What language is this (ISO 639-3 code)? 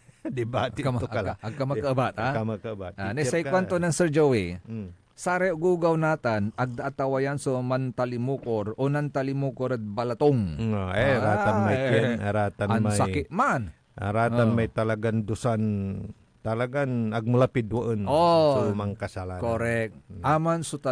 pag